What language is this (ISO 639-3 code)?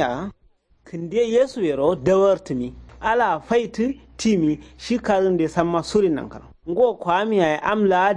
kau